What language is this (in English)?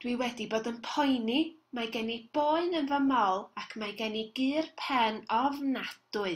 Welsh